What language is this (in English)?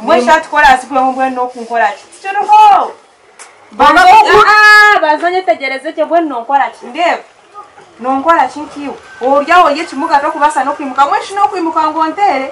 Nyankole